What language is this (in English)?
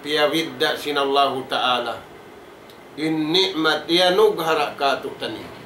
Tausug